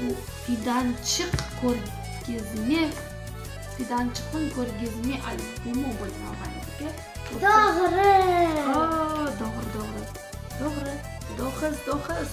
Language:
Crimean Tatar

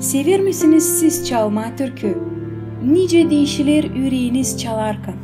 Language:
Gagauz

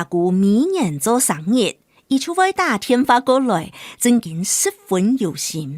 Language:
Hakka Chinese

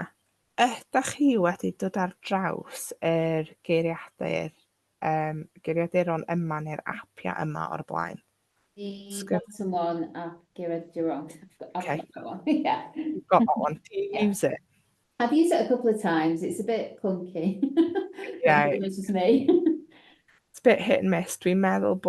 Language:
Welsh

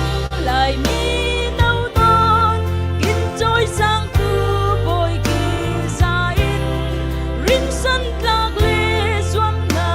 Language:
Falam Chin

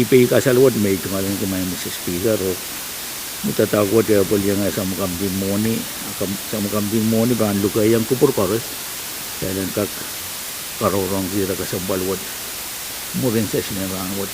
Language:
Pohnpeian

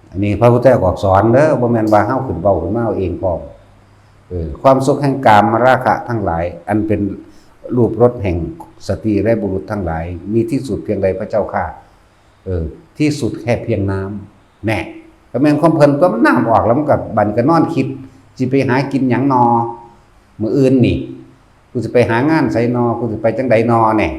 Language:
Northeastern Thai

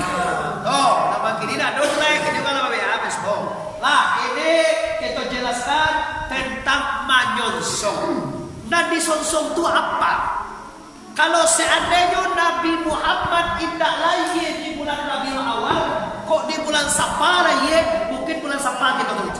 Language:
Minangkabau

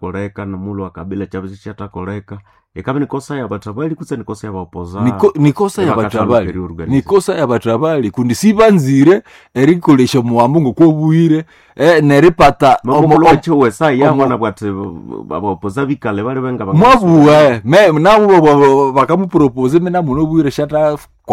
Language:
Nande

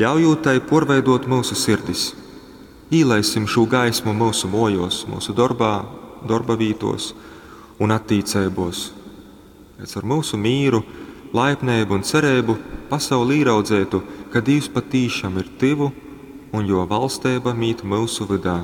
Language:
Latgalian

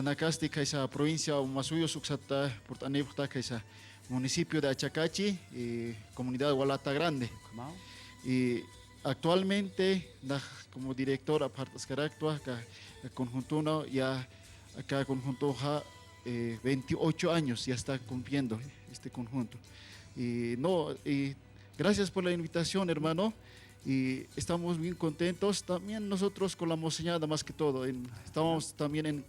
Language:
Aymara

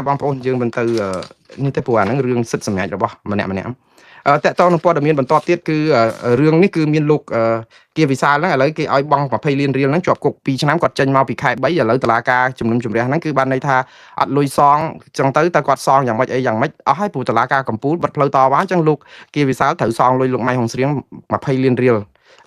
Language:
Khmer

